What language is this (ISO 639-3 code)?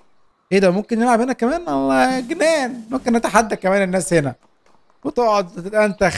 arz